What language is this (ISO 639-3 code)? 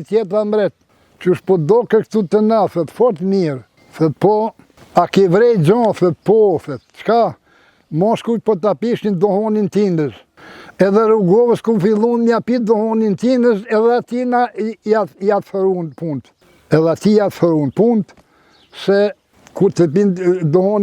sqi